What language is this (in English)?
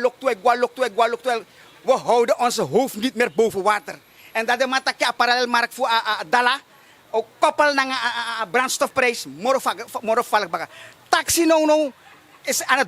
Sranan Tongo